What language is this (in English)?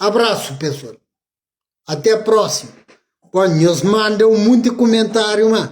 Kabuverdianu